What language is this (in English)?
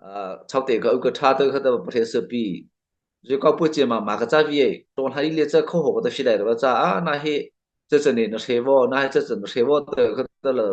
Mara Chin